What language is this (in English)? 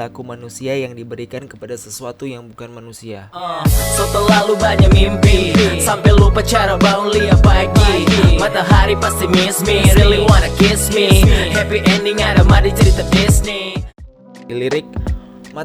Manado Malay